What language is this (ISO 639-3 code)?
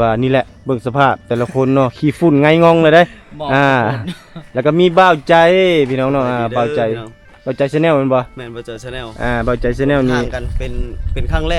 lao